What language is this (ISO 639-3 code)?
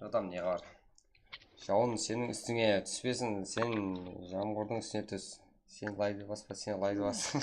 kaa